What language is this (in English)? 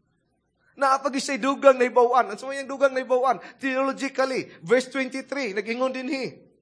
Cebuano